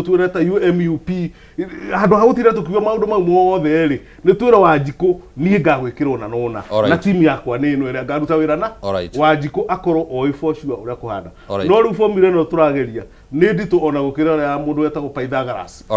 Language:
Kikuyu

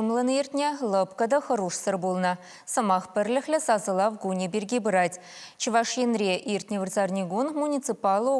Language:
Chuvash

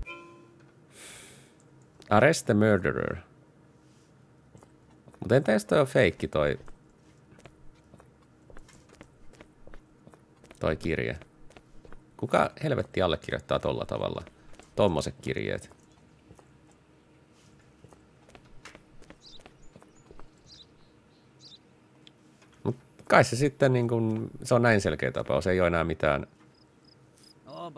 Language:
Finnish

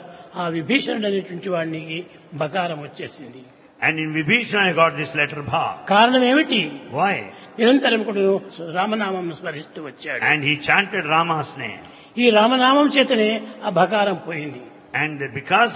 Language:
Telugu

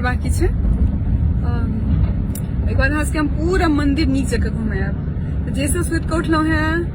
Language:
Maithili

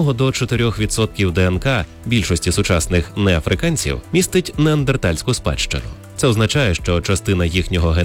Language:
Ukrainian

